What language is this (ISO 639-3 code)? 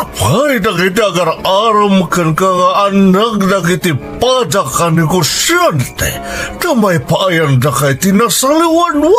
ilo